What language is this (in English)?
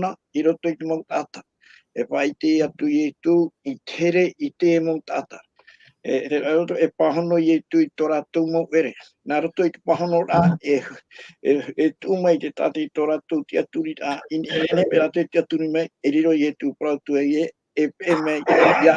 Tahitian